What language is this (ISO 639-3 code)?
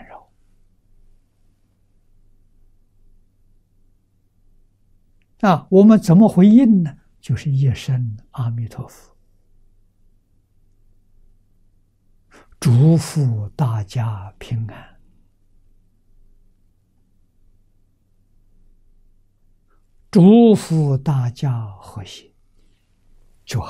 zho